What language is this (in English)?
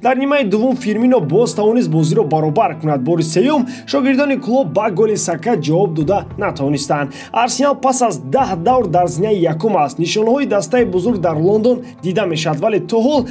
Tajik